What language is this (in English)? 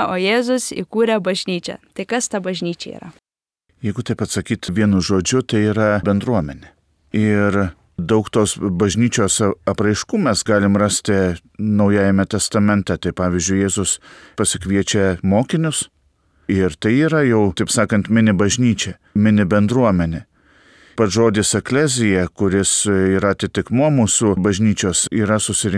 Lithuanian